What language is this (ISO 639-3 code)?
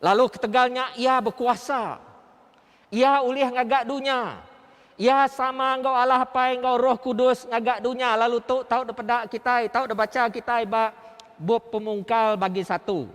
iba